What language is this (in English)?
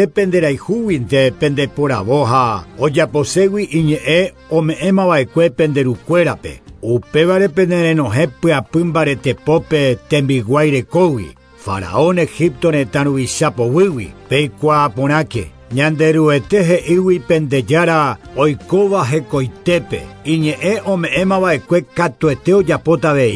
Guarani